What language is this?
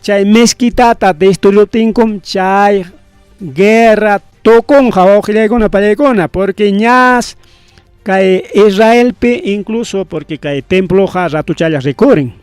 Ayacucho Quechua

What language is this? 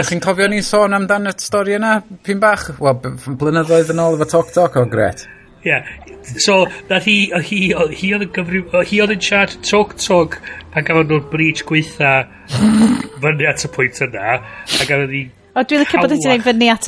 Welsh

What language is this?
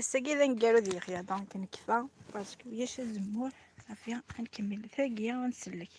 Kabyle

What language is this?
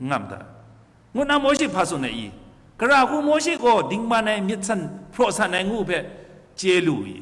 Kachin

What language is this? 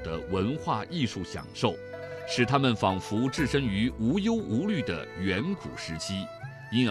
Chinese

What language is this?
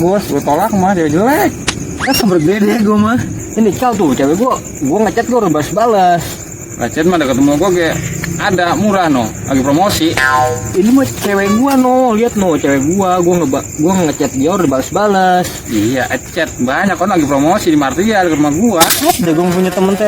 Betawi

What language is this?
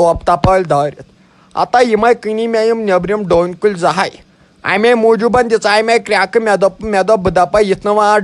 Kashmiri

